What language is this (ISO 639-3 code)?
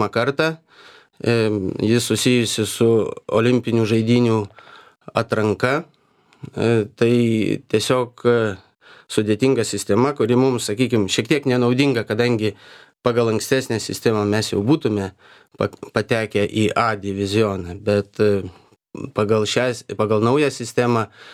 lit